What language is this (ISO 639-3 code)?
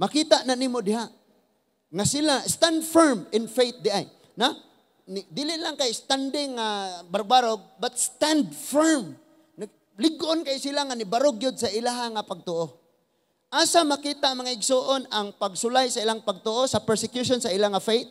ceb